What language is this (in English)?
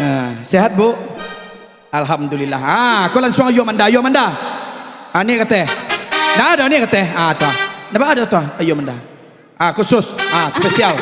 Minangkabau